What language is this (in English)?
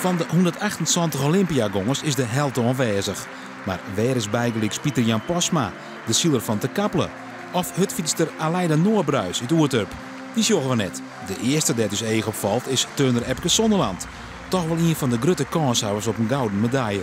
Western Frisian